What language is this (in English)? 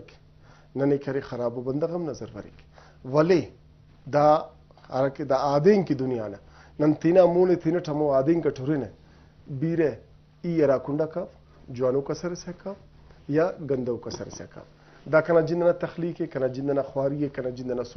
Brahui